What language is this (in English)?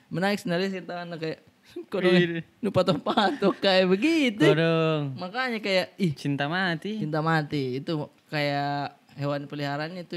Makassar Malay